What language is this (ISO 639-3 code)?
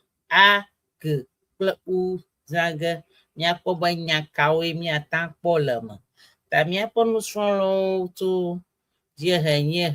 ewe